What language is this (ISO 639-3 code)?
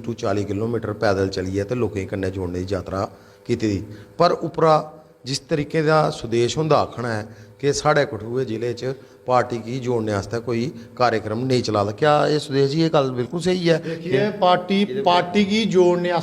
doi